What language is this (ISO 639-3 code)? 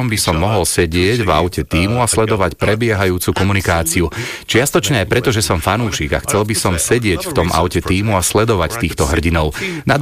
slk